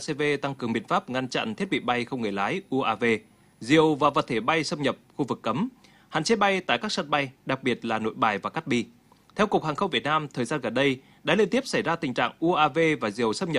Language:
Vietnamese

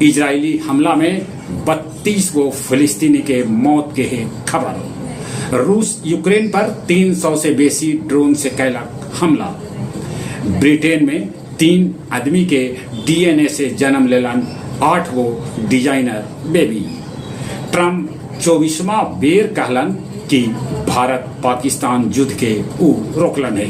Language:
Magahi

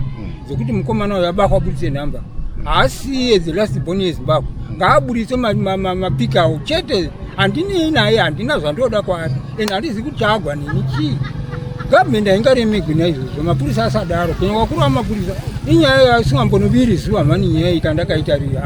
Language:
Shona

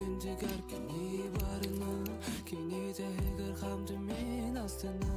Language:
Yakut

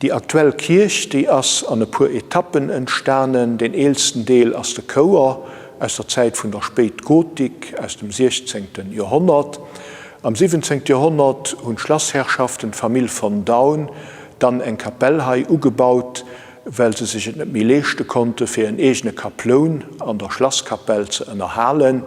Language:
Luxembourgish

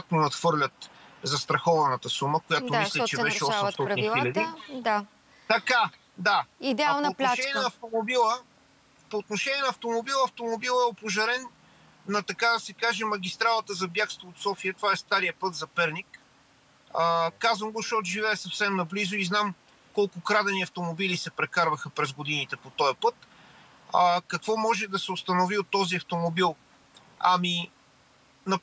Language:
Bulgarian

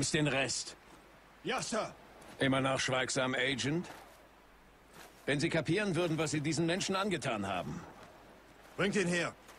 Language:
German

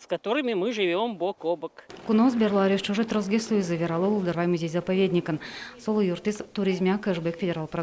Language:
Udmurt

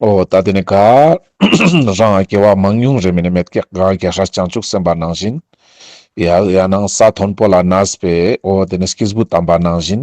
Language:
Ladakhi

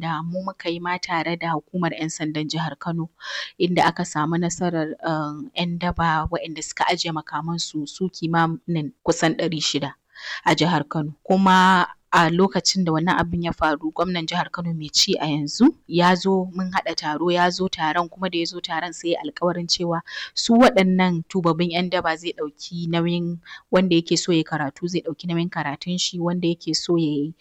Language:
Hausa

